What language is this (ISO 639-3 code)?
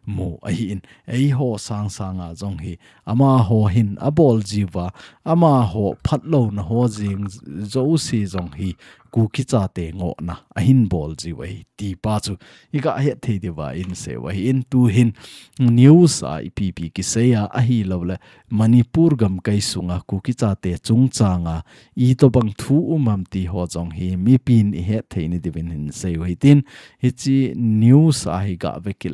tcz